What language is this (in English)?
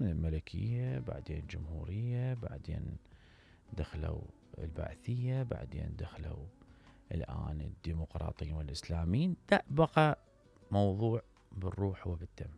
Mesopotamian Arabic